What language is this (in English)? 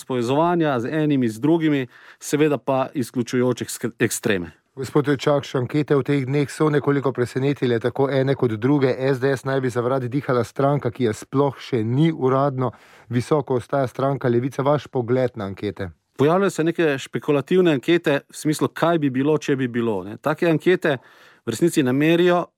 Slovenian